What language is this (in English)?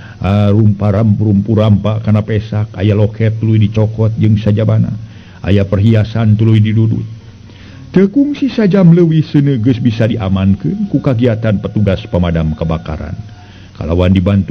Sundanese